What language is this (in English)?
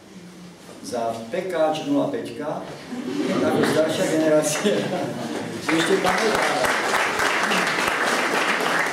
Slovak